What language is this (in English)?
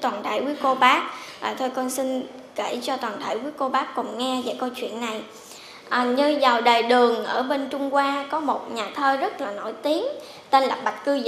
Vietnamese